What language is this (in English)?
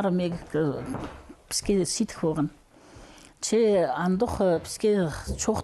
Khakas